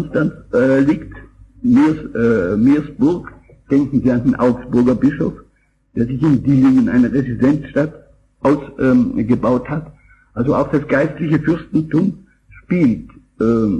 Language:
German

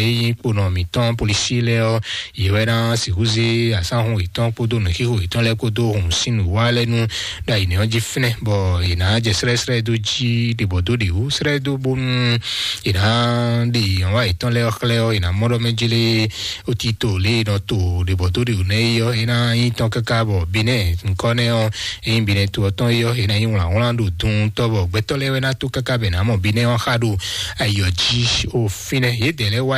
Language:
Fon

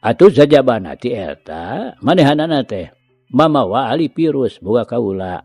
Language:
Sundanese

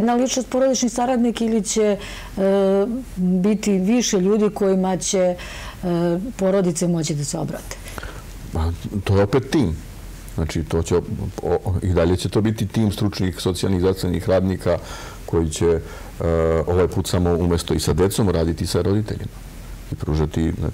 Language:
Serbian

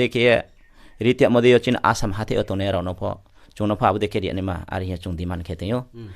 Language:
Riang (India)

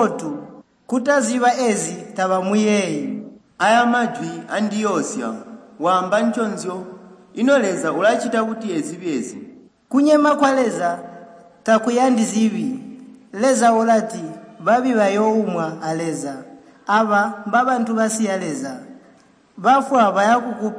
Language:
Tonga (Zambia)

